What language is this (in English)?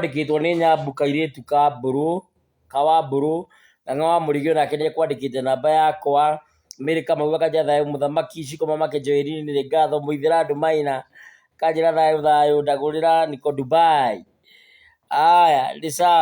Kikuyu